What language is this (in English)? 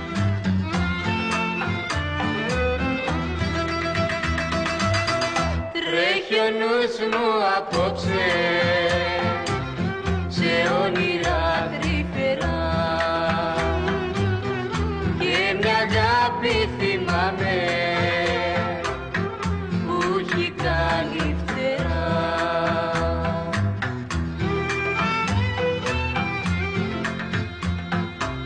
Greek